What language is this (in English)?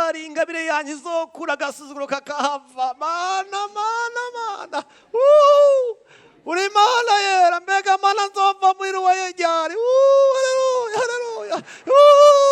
Rundi